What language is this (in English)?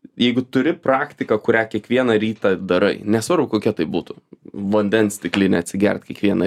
Lithuanian